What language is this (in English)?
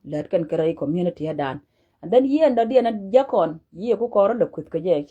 Nuer